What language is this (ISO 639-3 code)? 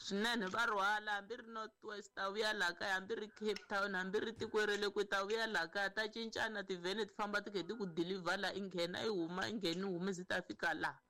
tso